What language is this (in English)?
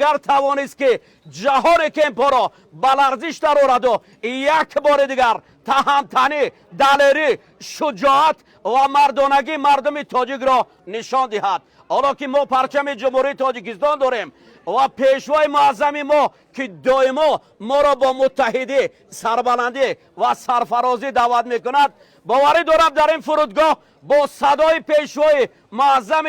Tajik